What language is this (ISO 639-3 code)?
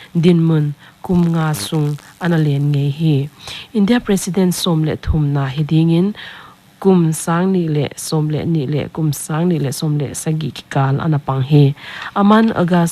pck